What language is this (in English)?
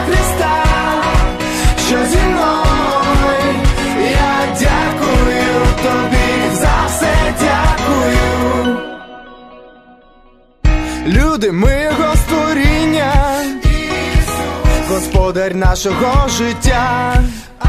Ukrainian